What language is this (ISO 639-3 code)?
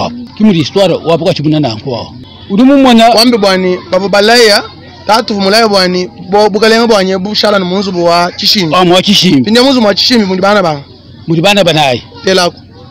lua